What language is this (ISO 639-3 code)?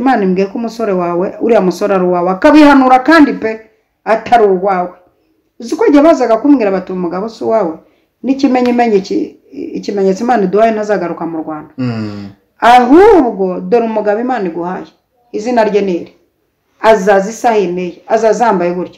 kin